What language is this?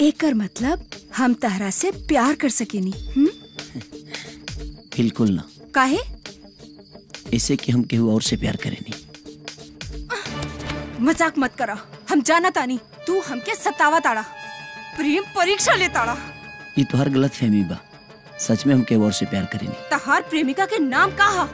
Bhojpuri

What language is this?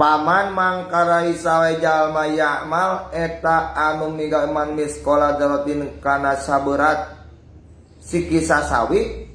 Sundanese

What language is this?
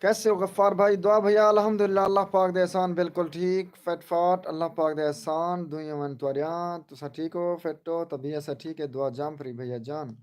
Saraiki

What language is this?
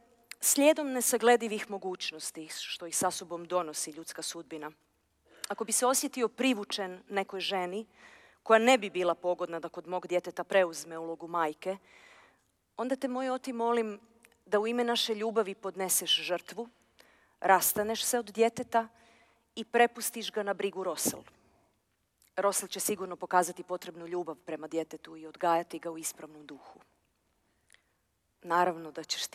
Croatian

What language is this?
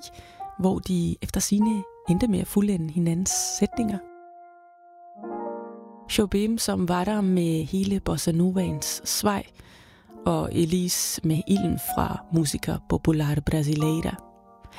Danish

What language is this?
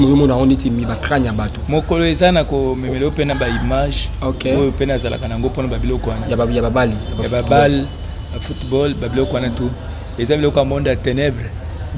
Lingala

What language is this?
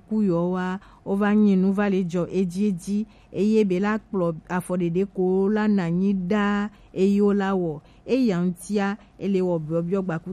Gen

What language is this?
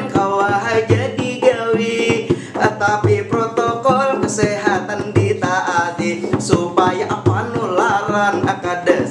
Banjar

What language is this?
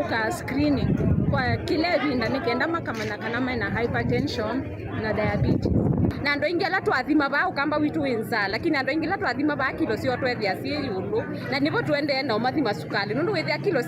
Kamba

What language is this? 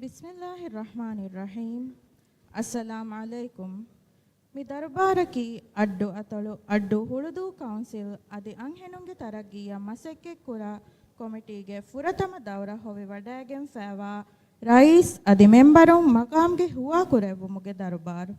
Divehi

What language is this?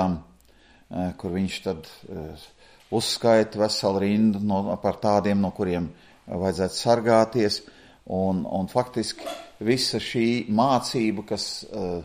Latvian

